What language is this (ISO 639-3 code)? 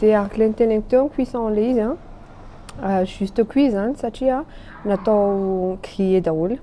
mlg